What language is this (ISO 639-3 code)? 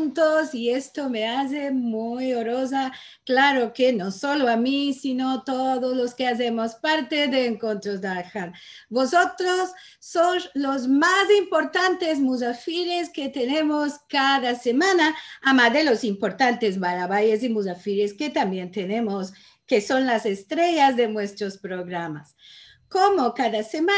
lad